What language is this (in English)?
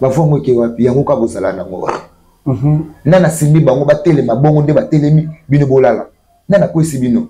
Lingala